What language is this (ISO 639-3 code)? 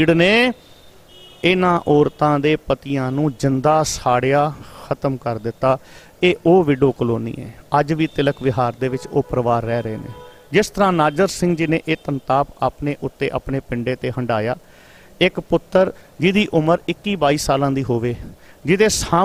pan